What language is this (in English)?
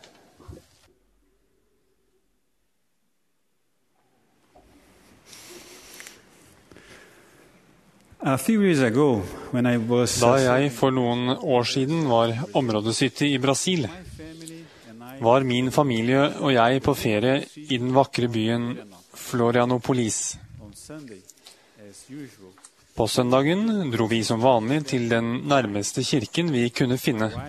Norwegian